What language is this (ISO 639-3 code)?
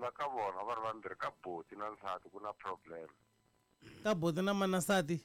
tso